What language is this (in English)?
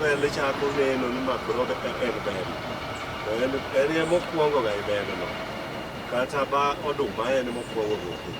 Luo (Kenya and Tanzania)